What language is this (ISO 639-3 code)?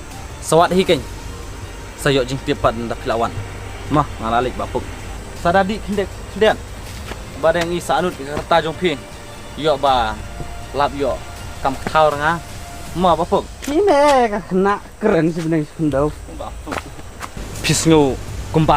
kha